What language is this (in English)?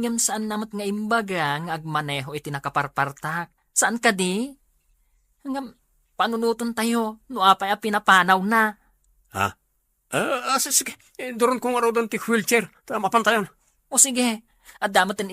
Iloko